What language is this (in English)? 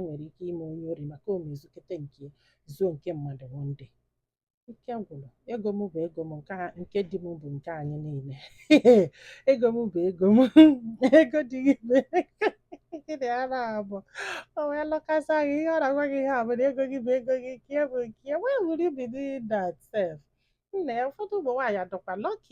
Igbo